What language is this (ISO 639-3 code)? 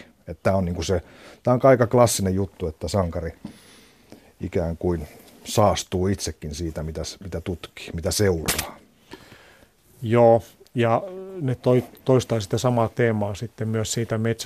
fin